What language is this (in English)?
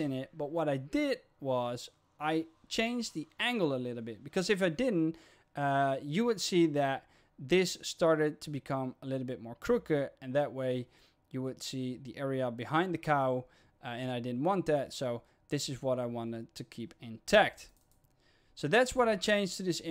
English